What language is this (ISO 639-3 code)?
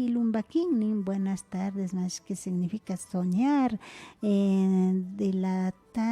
qvi